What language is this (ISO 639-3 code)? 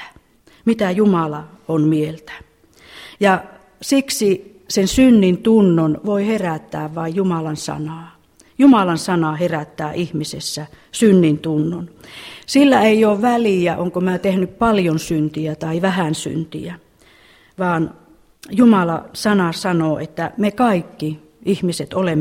fin